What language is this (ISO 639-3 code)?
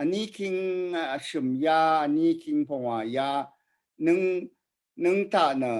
raw